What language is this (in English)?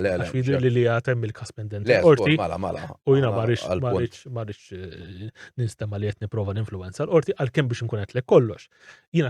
Maltese